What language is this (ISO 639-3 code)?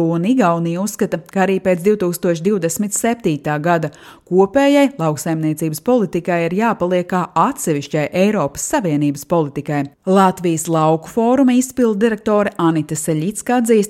lav